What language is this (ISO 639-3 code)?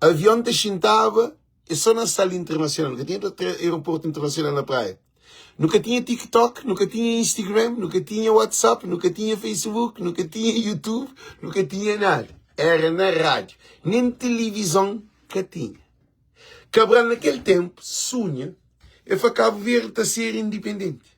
kea